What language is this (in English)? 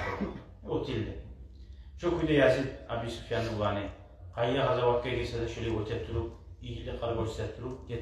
Kumyk